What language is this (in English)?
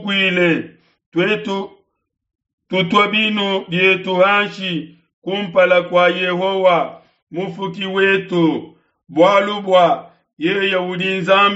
Luba-Lulua